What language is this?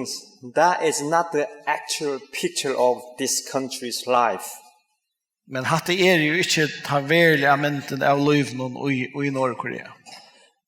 Faroese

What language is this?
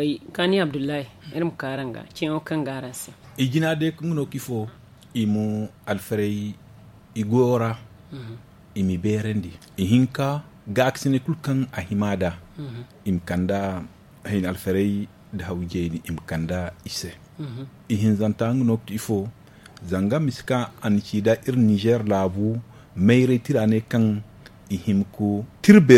Zarma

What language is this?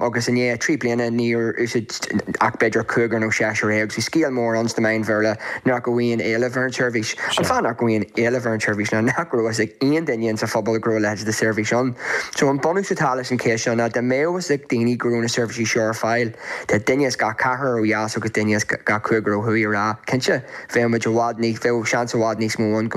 Irish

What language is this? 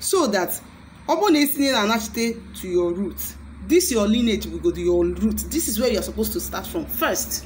Igbo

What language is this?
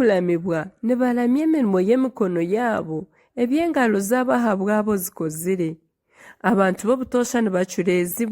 Nyankole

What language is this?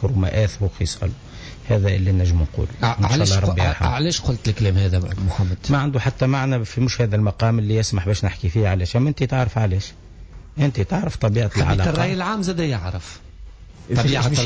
Tunisian Arabic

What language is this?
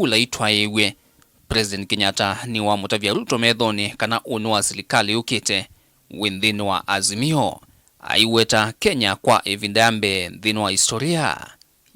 Kamba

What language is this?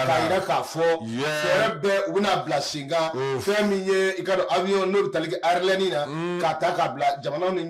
Bambara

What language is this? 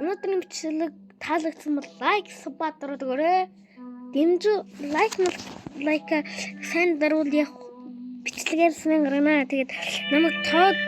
Mongolian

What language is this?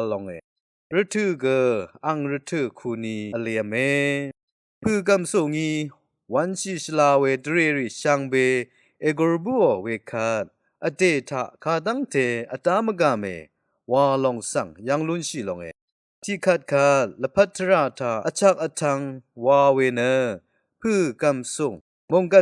Rawang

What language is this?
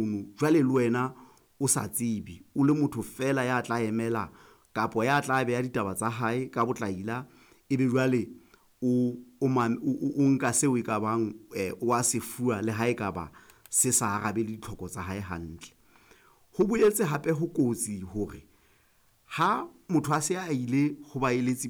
Southern Sotho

